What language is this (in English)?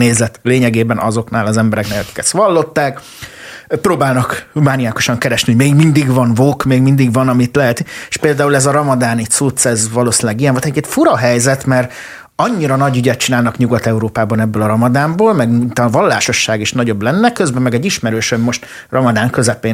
Hungarian